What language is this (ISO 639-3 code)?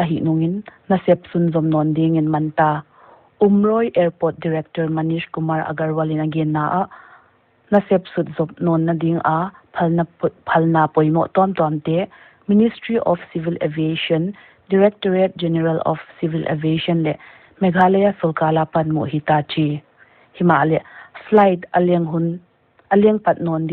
pck